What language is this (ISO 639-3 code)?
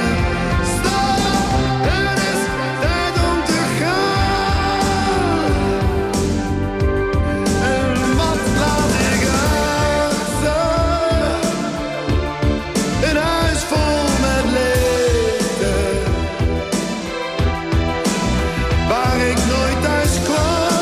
nld